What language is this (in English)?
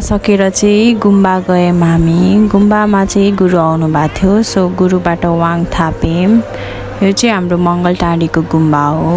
Nepali